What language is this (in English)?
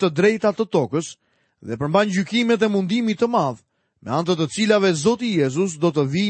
Albanian